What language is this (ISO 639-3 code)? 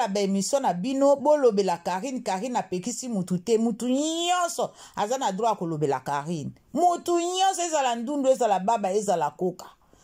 lin